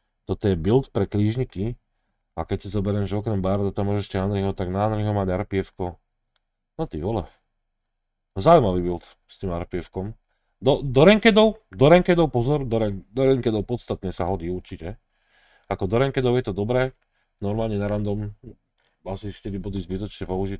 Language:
Slovak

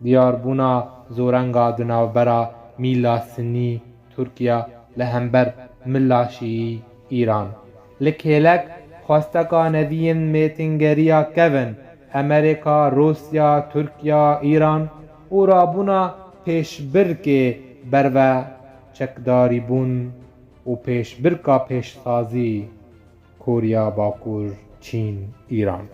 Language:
Kurdish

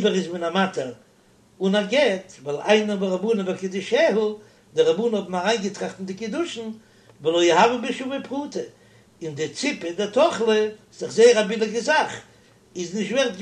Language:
Yiddish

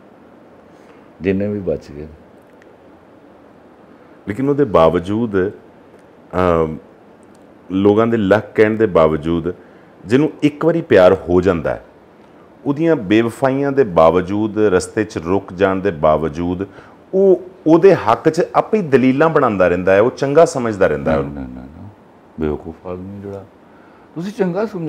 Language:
Punjabi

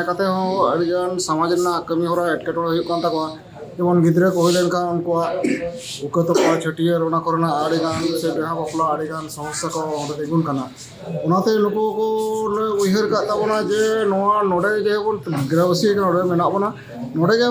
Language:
Santali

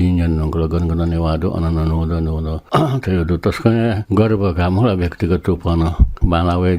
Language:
Newari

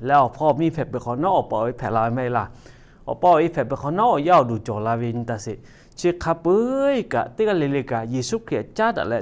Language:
Lahu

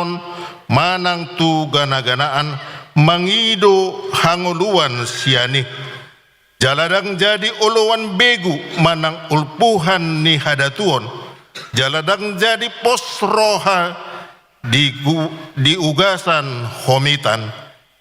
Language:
Batak Toba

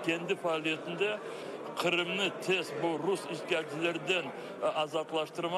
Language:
Crimean Tatar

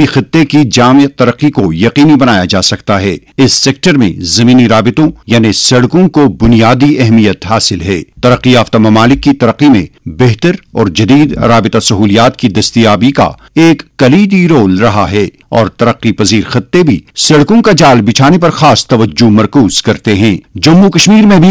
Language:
Urdu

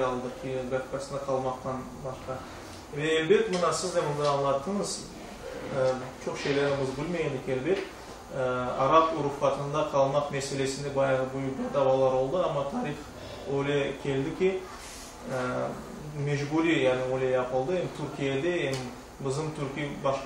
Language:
Crimean Tatar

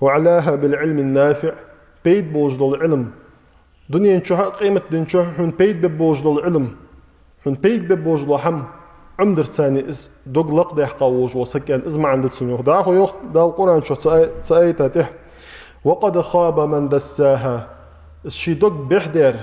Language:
Ingush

